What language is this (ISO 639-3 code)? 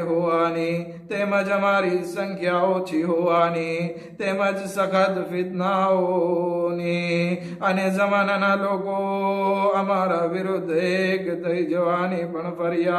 guj